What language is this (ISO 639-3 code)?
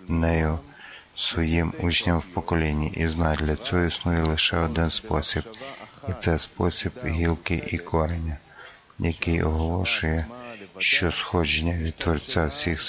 ukr